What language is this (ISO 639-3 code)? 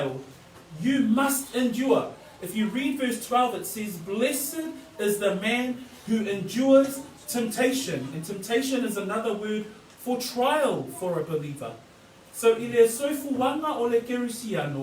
smo